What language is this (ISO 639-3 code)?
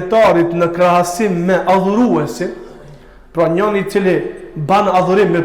sqi